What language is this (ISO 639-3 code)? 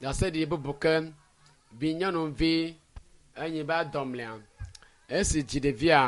ewe